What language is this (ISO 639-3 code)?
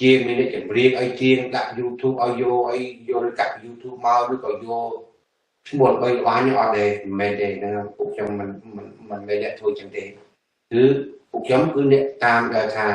khm